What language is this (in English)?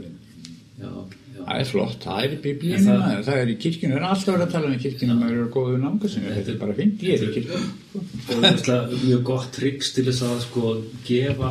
Icelandic